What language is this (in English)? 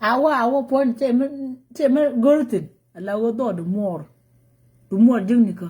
Nuer